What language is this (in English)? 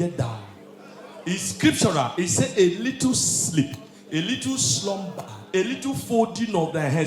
Nigerian Pidgin